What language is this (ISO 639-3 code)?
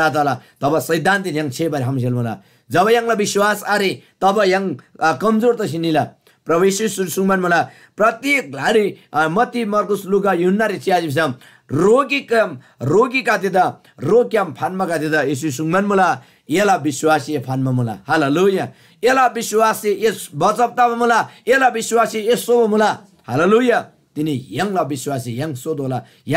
taj